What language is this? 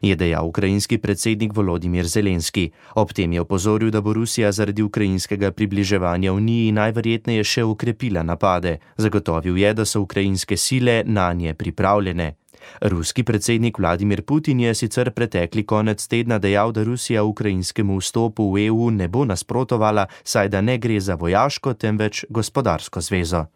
Slovenian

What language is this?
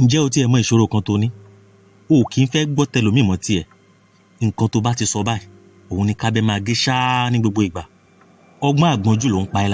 Yoruba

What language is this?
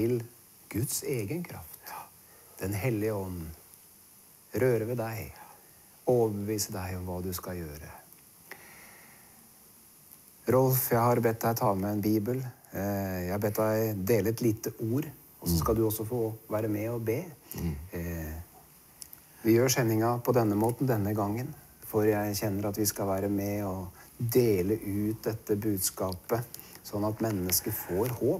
Norwegian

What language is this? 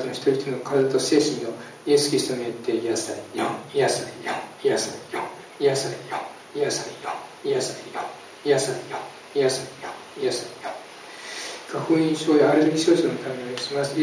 Japanese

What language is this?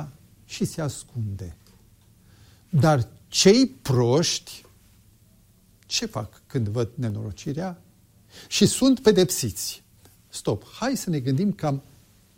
Romanian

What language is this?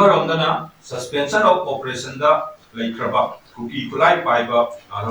Manipuri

